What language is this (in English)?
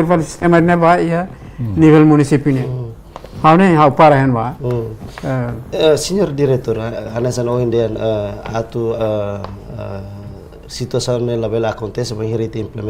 Tetum